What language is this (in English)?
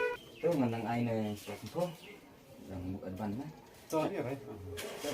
Khasi